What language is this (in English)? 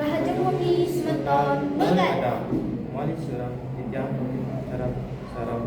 Balinese